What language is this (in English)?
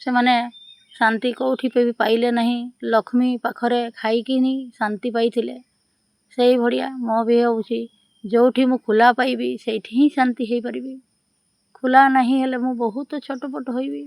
Odia